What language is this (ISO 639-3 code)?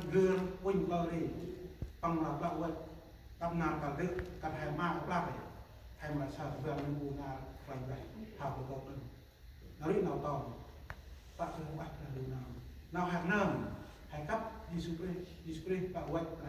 cmo